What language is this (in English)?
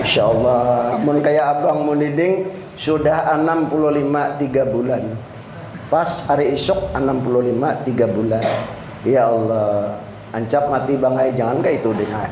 Banjar